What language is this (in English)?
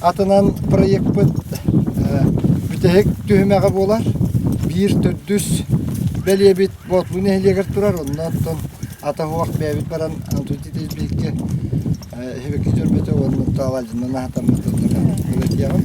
Yakut